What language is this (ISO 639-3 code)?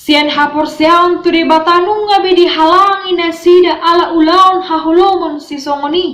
bbc